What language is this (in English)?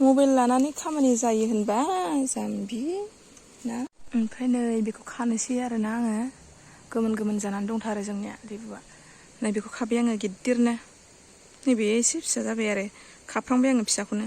Bodo